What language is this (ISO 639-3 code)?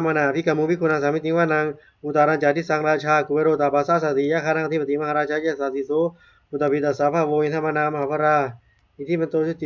pli